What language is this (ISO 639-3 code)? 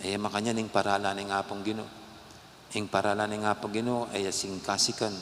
pam